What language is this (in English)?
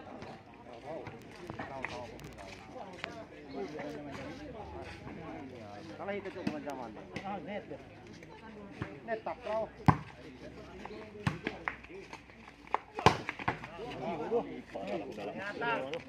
Indonesian